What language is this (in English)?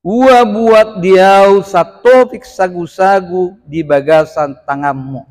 Batak Toba